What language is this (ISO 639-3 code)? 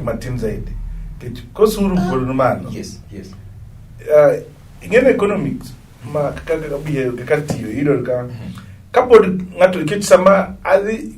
luo